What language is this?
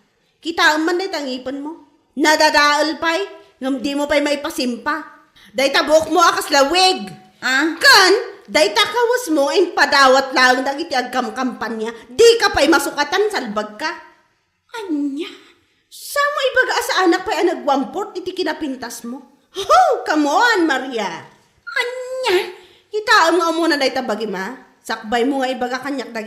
Iloko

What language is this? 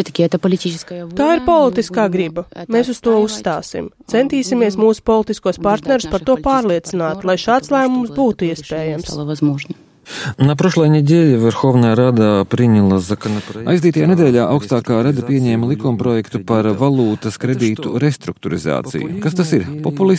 Latvian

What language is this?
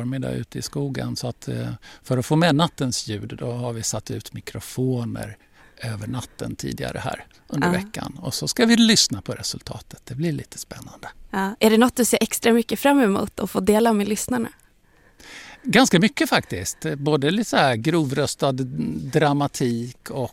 Swedish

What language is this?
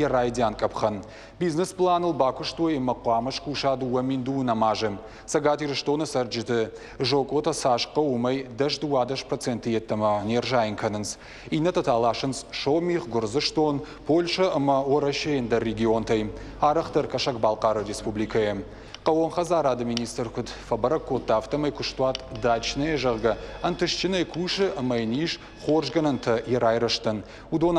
Ossetic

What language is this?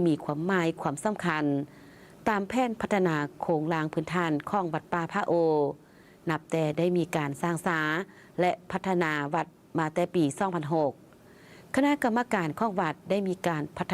Lao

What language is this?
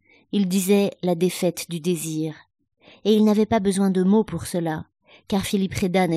French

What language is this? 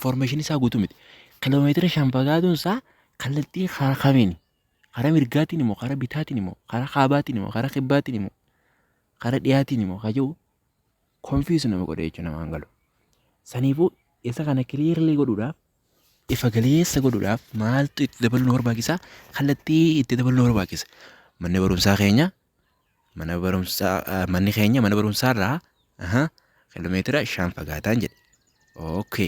Oromo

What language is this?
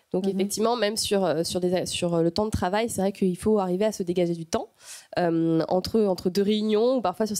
French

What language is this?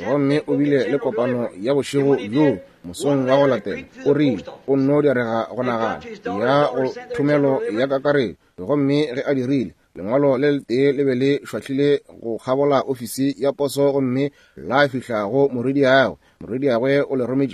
Northern Sotho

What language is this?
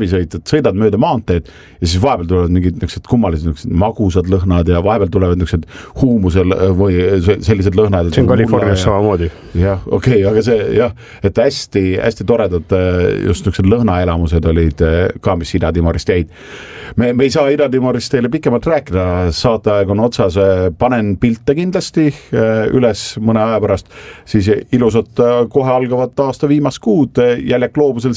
Estonian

